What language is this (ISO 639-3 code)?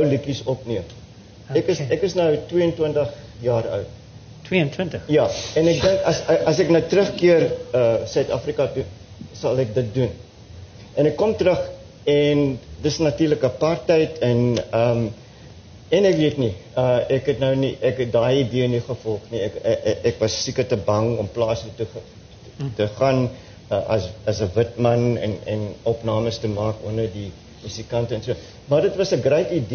afr